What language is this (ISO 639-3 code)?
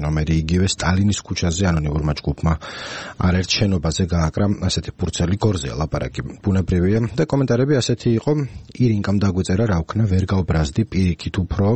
kat